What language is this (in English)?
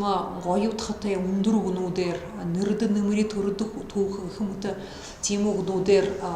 Buriat